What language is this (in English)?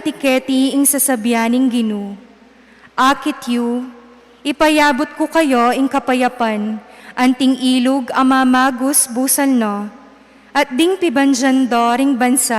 Pampanga